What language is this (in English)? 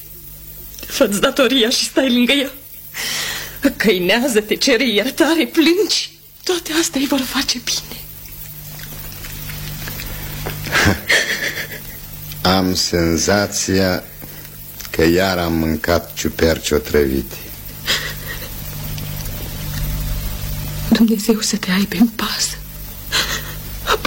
Romanian